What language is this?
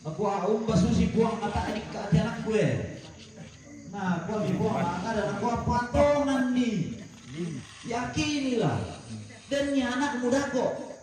Toraja-Sa'dan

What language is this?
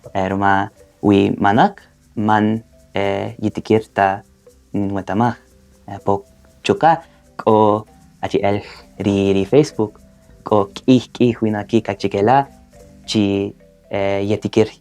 Kaqchikel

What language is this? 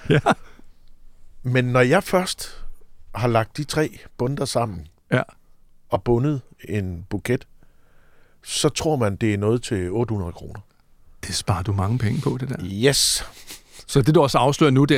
Danish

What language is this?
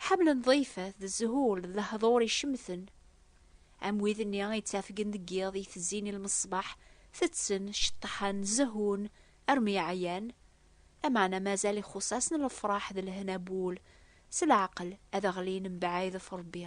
Kabyle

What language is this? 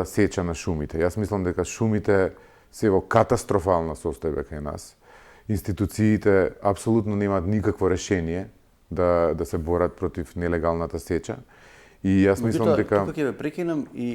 Macedonian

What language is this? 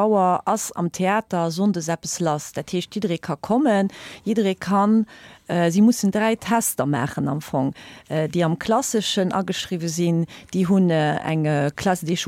Luxembourgish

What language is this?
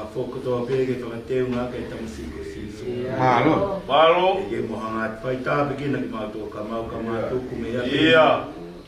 Tongan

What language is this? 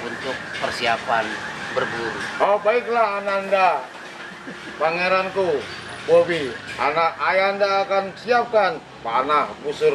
Betawi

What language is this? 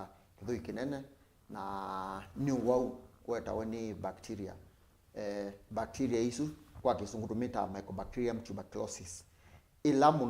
Kamba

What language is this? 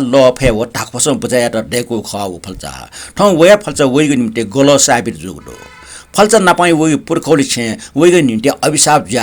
Newari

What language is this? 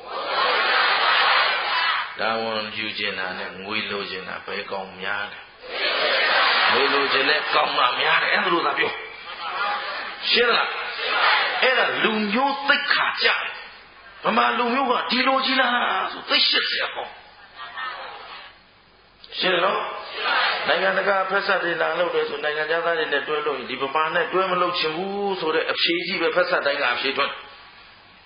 Burmese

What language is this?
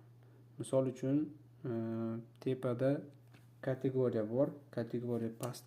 Uzbek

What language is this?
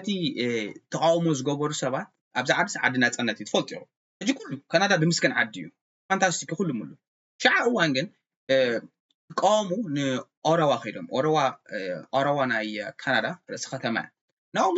Tigrinya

